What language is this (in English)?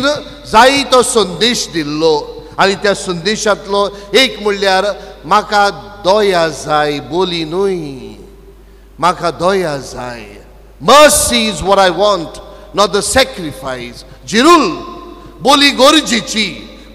Konkani